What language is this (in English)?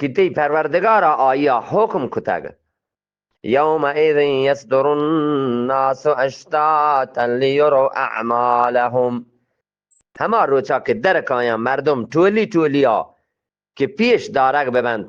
Eastern Balochi